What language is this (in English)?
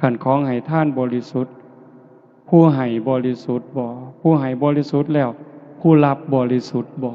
Northeastern Thai